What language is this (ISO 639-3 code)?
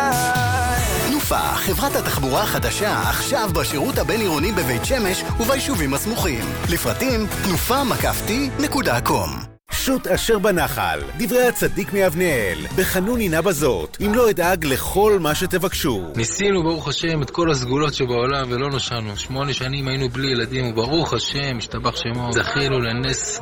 heb